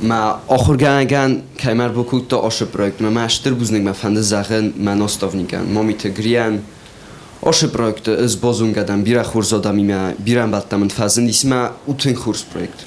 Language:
Ossetic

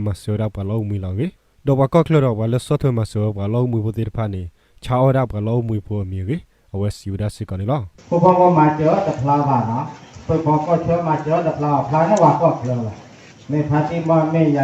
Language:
S'gaw Karen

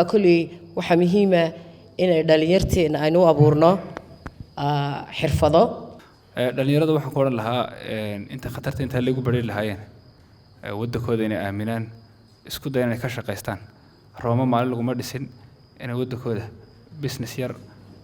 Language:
Somali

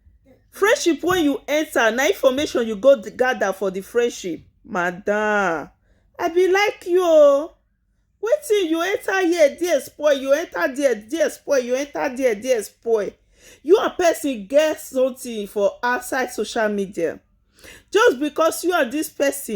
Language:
Nigerian Pidgin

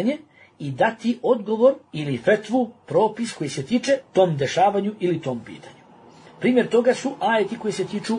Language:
Bosnian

